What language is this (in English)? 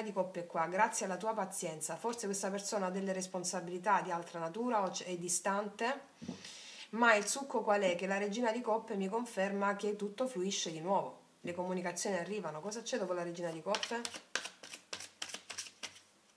Italian